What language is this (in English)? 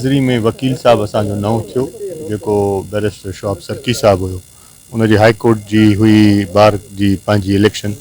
Sindhi